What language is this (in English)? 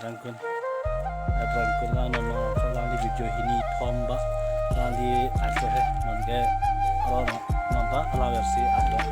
Karbi